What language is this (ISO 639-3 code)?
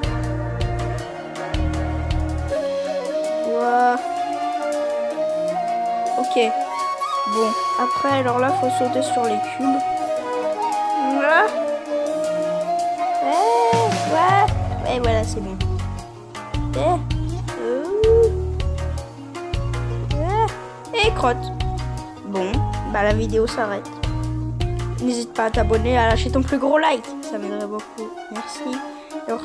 fra